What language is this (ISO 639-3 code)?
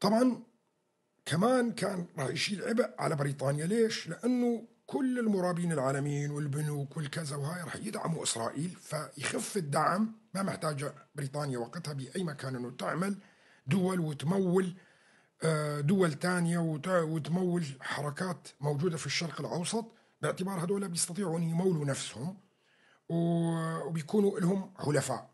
apc